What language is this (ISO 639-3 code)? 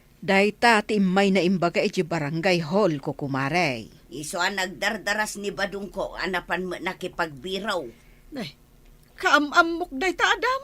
ilo